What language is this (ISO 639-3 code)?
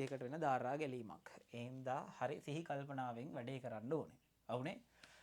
sin